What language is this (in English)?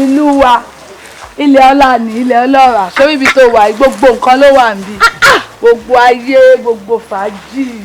Yoruba